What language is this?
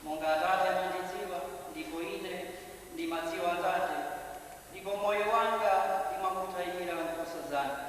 Nyanja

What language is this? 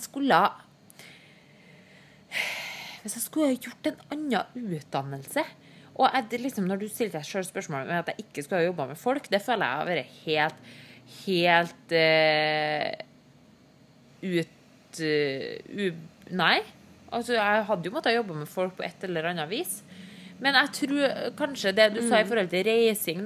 Norwegian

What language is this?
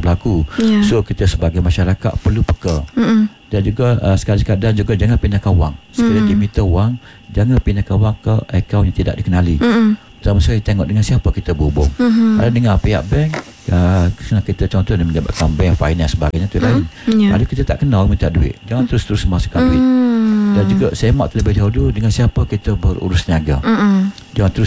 Malay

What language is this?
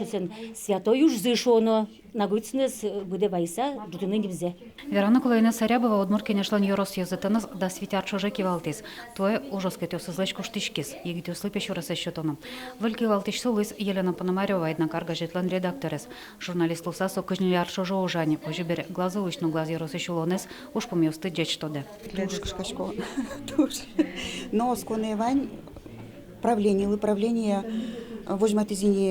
Udmurt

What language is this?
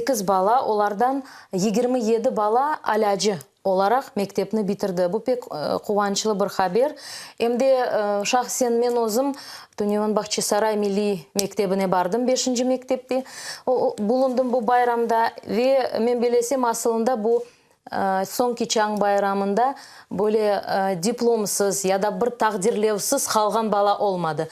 Crimean Tatar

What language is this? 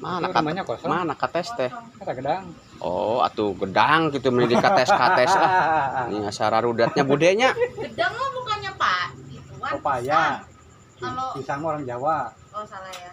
Sundanese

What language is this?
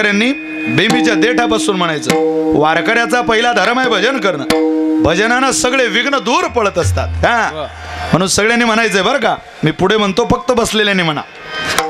Marathi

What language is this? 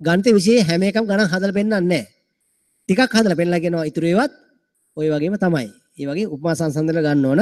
Sinhala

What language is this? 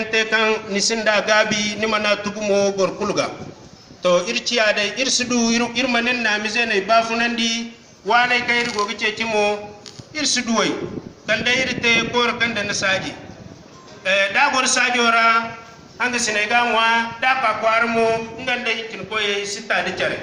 Zarma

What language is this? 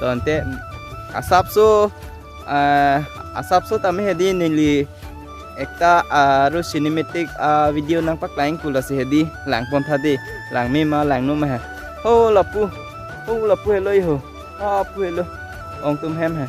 Karbi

